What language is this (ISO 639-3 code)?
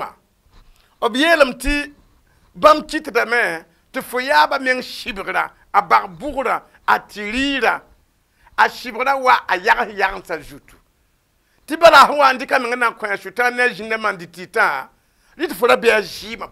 mos